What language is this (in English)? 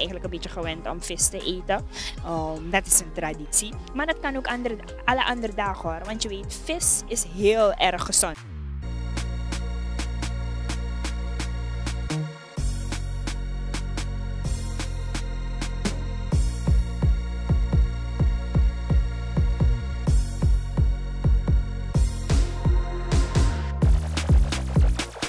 Dutch